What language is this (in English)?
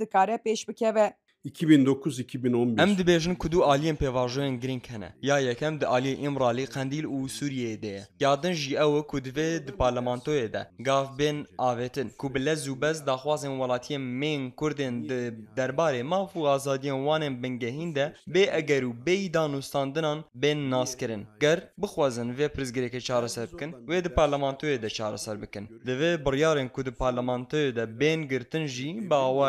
Kurdish